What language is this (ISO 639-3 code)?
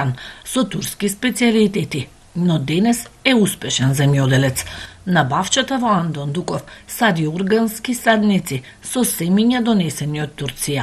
mkd